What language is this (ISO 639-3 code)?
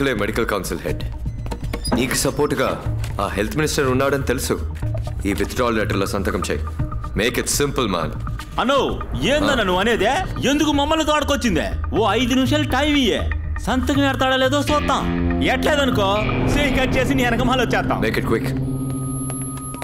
tel